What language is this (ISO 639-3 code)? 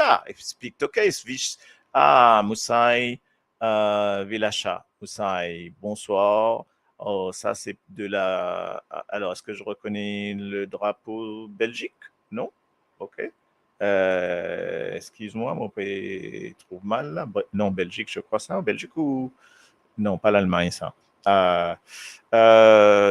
mfe